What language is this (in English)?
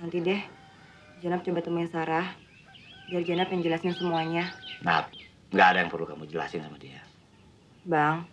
Betawi